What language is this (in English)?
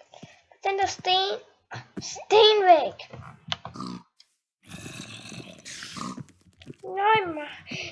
Danish